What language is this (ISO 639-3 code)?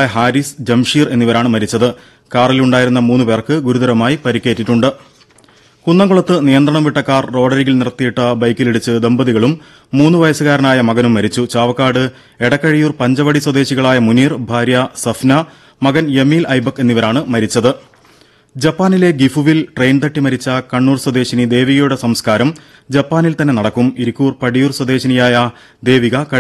mal